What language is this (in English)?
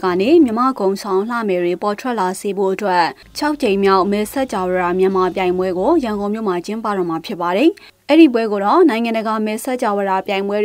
Burmese